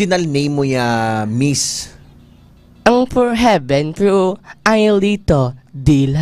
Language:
Hiligaynon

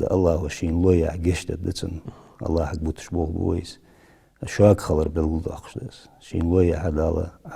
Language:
Ingush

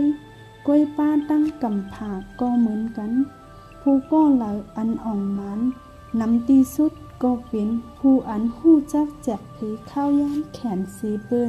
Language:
Shan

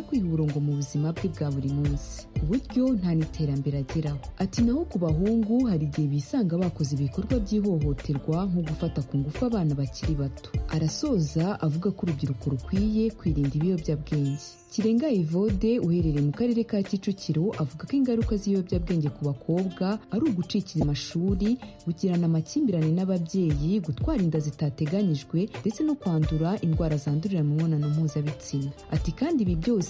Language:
Kinyarwanda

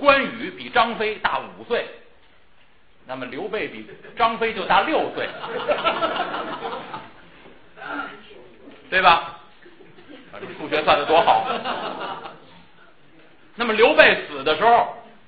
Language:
Chinese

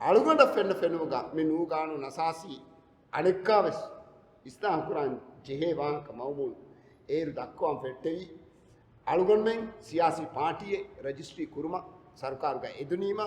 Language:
Divehi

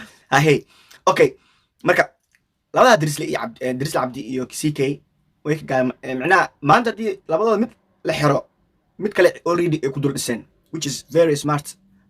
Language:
Somali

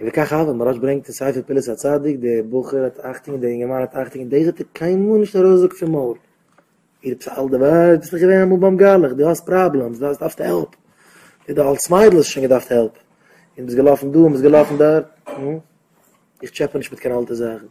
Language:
Yiddish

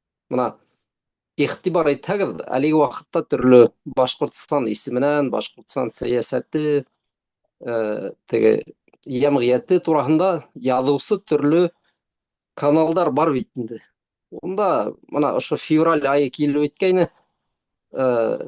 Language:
Bashkir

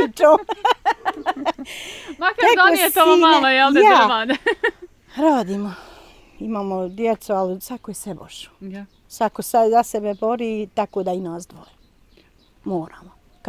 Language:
Bosnian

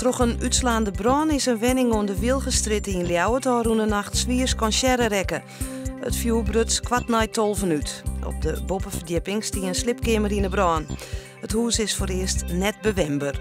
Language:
Western Frisian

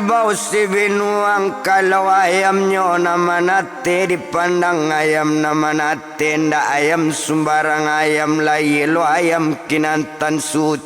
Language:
Minangkabau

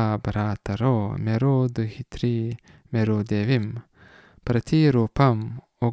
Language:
Lithuanian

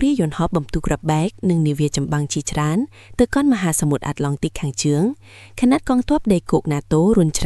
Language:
Khmer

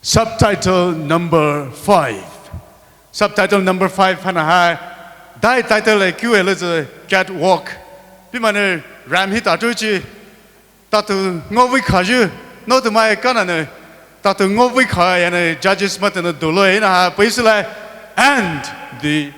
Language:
Poumei Naga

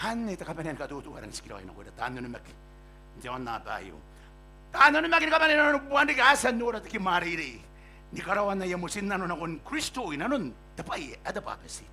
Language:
Gilbertese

